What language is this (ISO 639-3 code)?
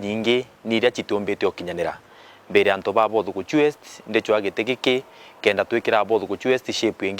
mer